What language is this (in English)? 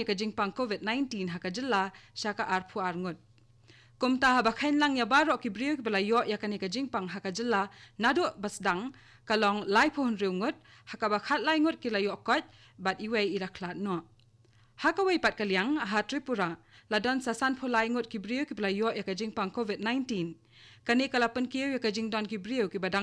Khasi